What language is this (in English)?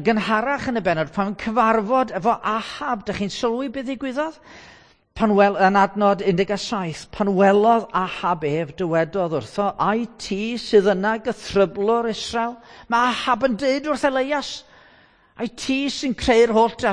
Welsh